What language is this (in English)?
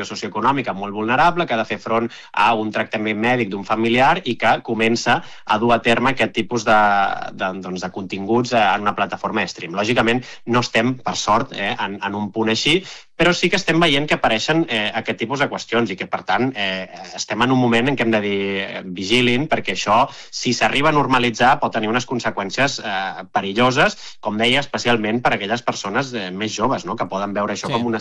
Catalan